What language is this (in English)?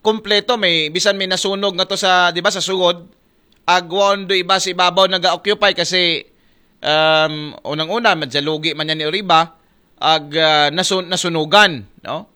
Aklanon